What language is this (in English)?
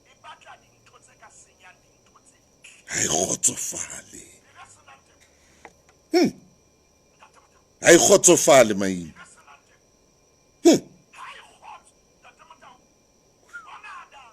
Southern Sotho